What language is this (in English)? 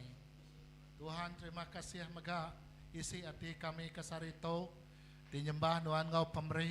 Iban